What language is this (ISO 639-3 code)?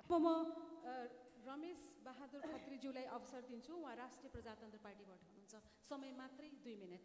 nep